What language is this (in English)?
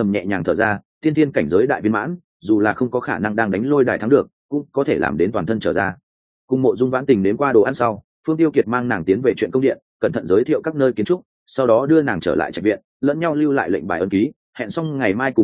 Vietnamese